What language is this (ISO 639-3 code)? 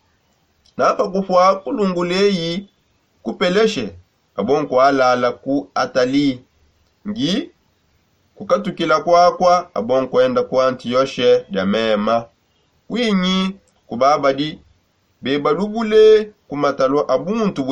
sop